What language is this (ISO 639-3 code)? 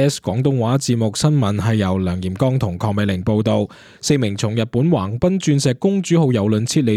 yue